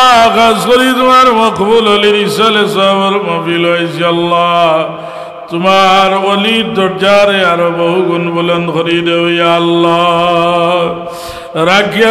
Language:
Sylheti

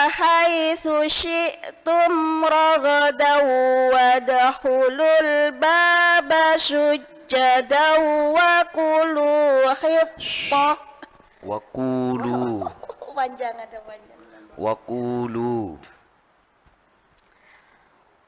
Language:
Indonesian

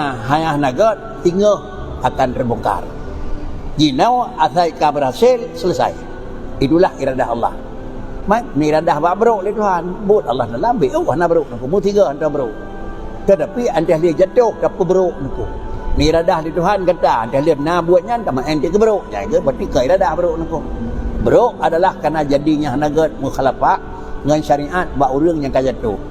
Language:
Achinese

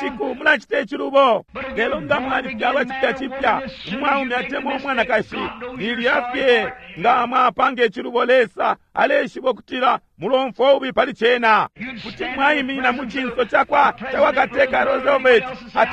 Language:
Bemba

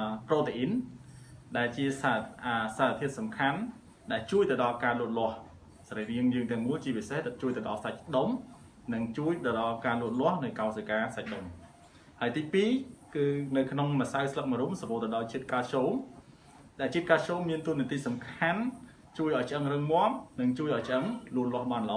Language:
Khmer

